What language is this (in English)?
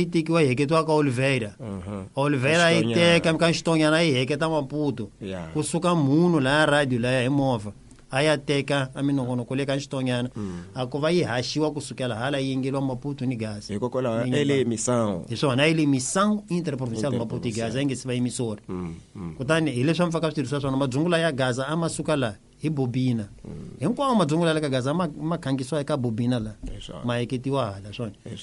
Tsonga